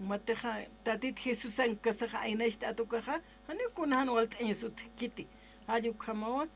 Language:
Aymara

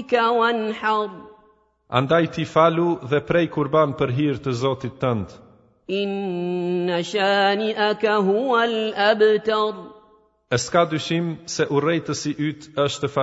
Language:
Albanian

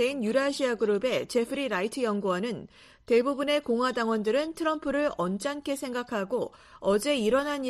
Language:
Korean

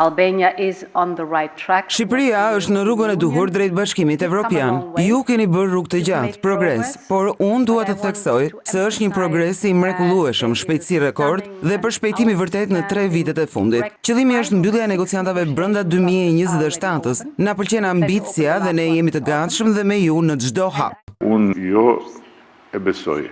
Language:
Albanian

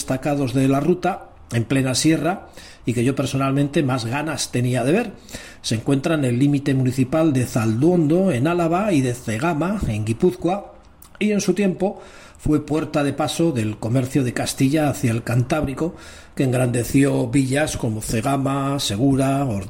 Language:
Spanish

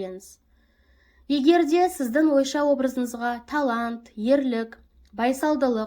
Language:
Kazakh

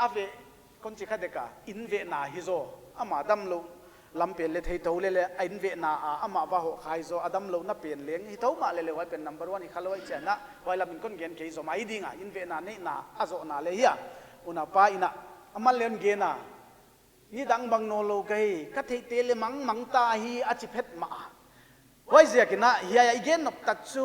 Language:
Paite Chin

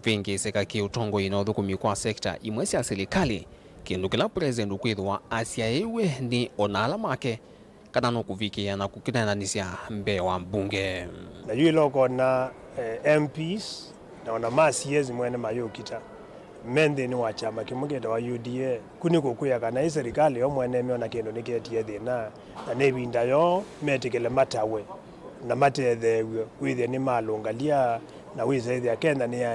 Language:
Kamba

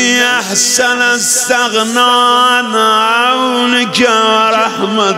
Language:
Persian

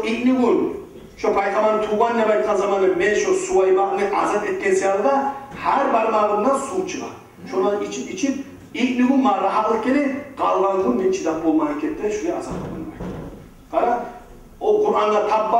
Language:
Kumyk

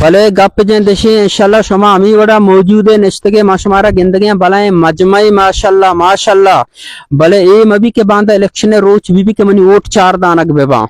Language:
Baluchi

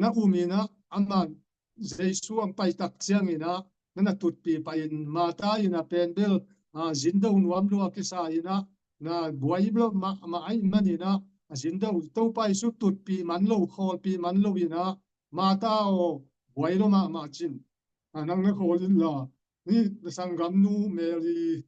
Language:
Tedim Chin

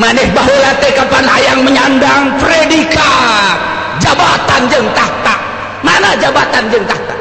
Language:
Sundanese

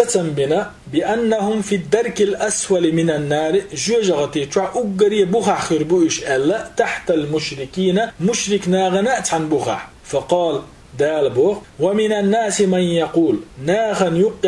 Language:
Chechen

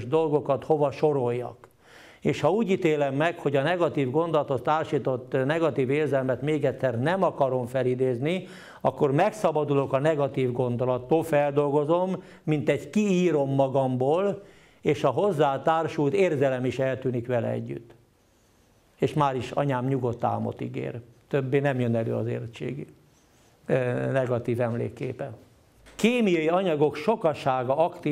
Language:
Hungarian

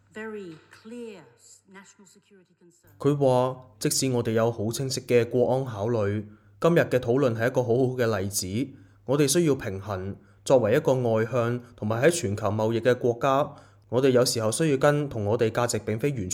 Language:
Cantonese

